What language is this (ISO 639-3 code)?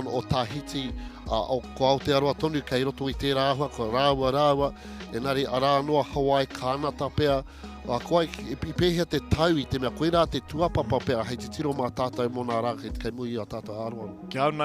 mri